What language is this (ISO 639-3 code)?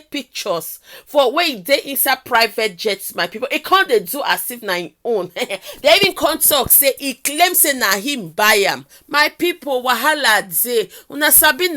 pcm